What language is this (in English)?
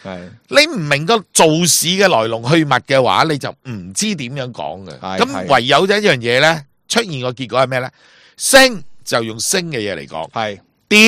Cantonese